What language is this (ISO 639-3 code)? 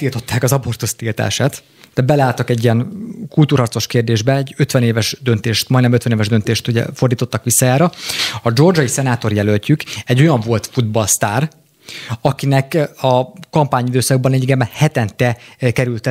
hun